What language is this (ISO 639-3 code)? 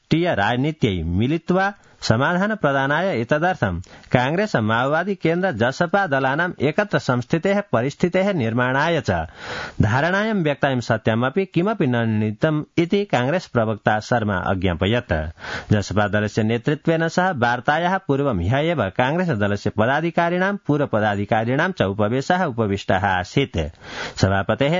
san